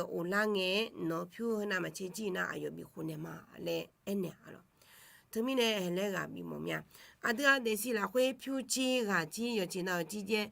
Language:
Akha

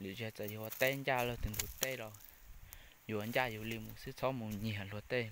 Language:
Hmong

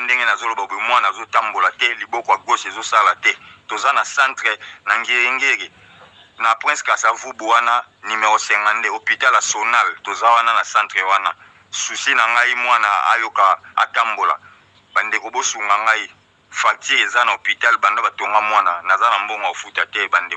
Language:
Lingala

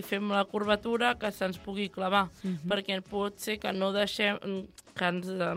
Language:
Catalan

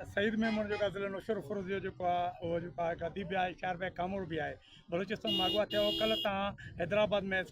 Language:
Sindhi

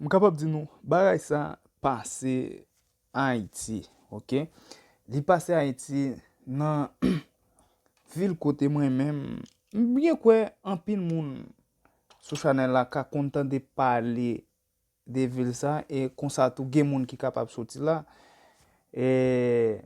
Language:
Haitian Creole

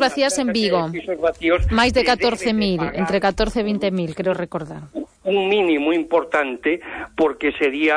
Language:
Galician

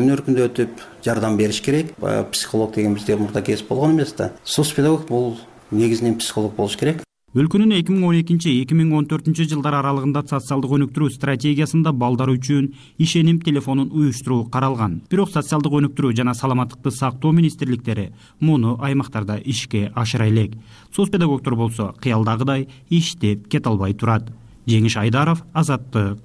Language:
Kyrgyz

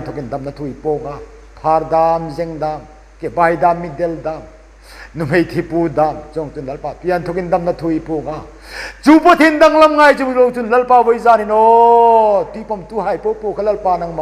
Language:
Hmar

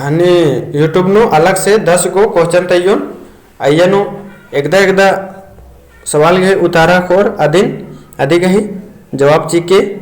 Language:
Kurukh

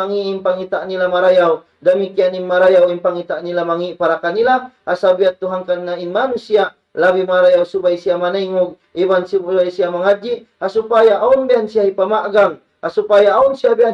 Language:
Tausug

